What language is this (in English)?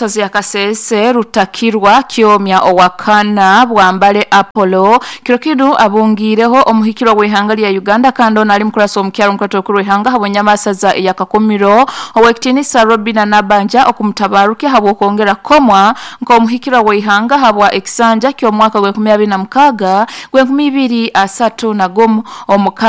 Nyoro